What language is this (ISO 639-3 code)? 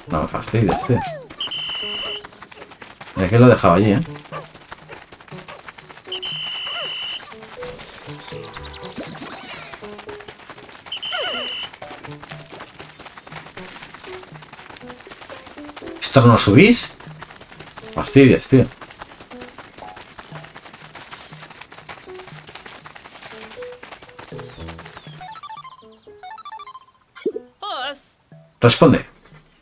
spa